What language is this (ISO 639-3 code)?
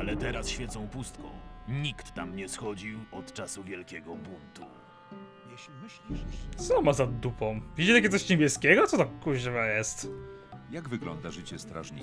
pol